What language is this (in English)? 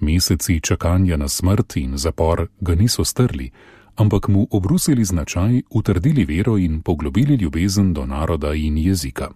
Slovenian